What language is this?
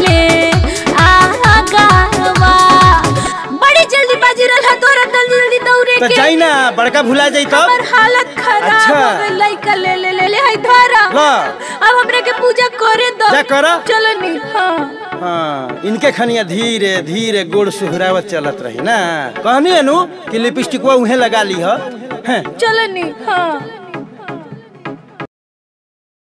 Bhojpuri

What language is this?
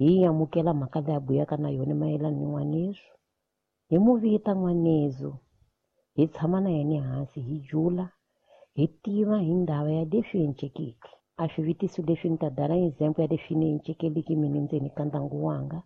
Tsonga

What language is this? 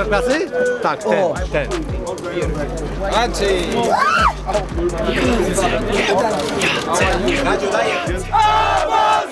Polish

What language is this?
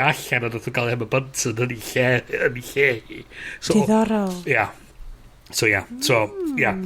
Welsh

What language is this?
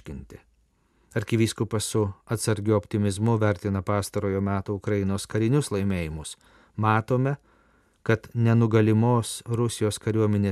Lithuanian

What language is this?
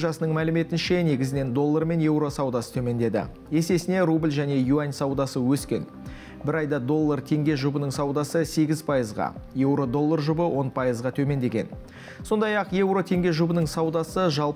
Kazakh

